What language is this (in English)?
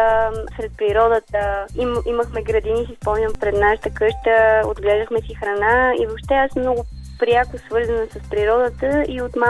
Bulgarian